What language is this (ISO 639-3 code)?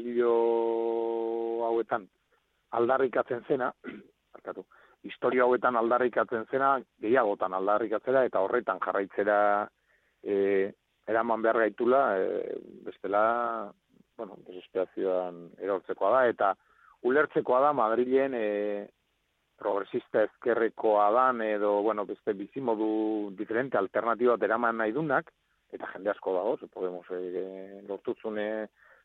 eus